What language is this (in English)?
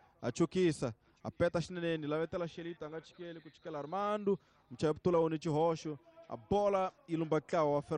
Tsonga